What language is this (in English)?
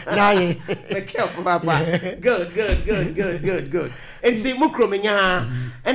Akan